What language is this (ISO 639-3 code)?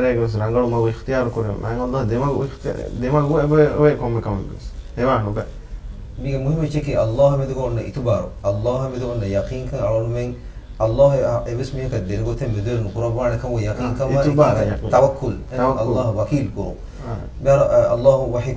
div